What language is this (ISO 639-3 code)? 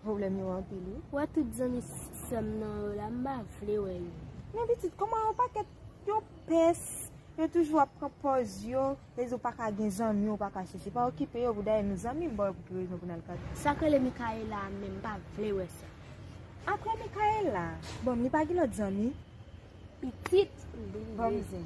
hat